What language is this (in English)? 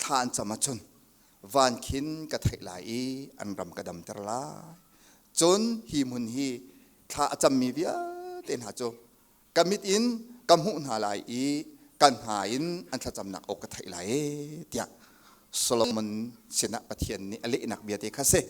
Hakha Chin